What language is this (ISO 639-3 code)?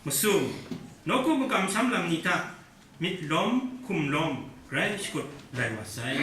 kac